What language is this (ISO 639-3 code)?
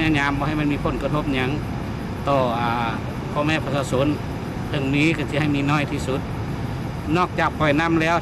lao